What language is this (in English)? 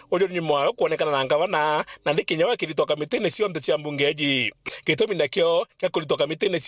Meru